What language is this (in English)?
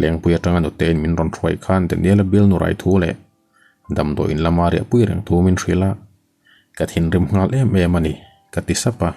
Mizo